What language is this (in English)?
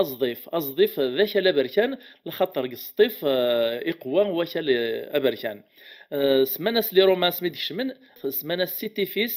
Kabyle